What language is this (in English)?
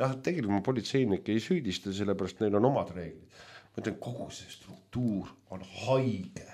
Estonian